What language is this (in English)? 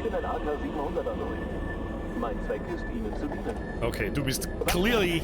Bavarian